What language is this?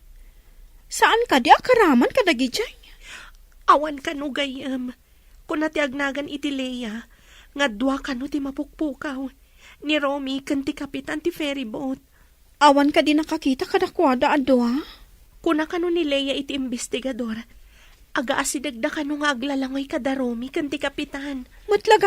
Iloko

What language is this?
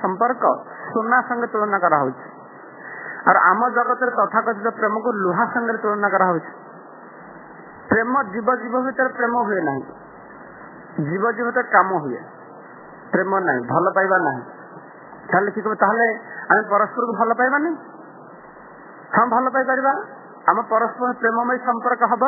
Odia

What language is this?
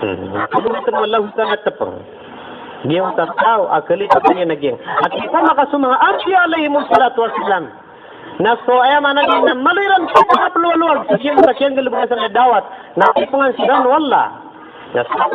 Maranao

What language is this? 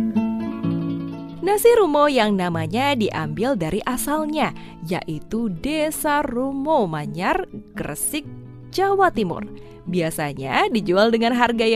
Indonesian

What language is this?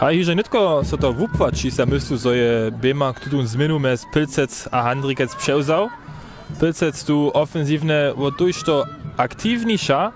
Upper Sorbian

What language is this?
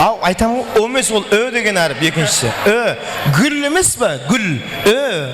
Kara-Kalpak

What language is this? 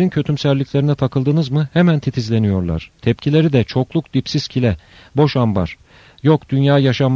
Turkish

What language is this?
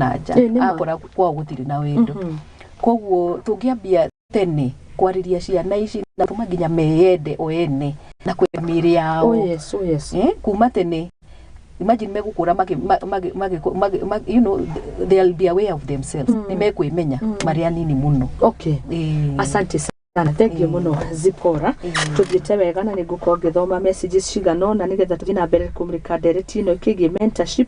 Kikuyu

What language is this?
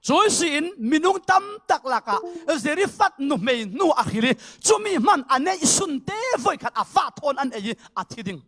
Falam Chin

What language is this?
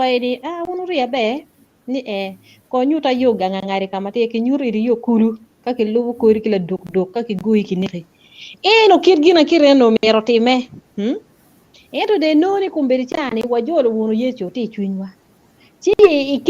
Acoli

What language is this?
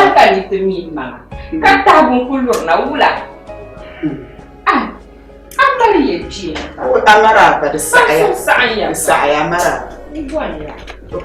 Dagbani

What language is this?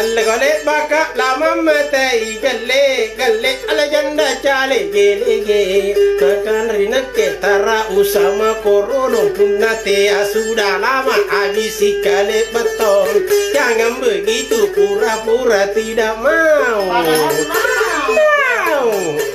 Makasar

